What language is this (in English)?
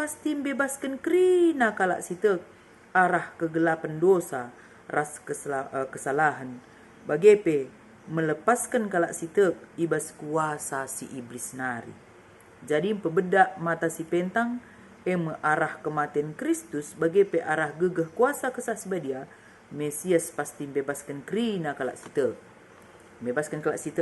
Batak Karo